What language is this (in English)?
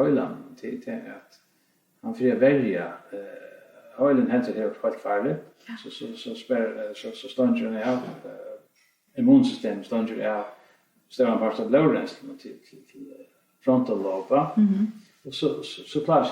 Faroese